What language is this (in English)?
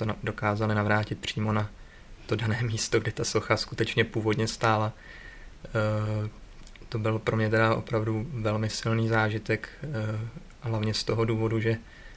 Czech